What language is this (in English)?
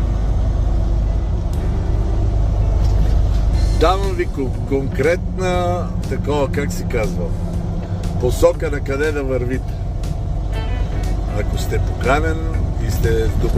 Bulgarian